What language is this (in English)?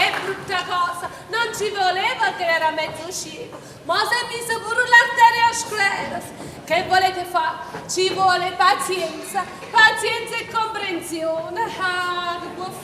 Neapolitan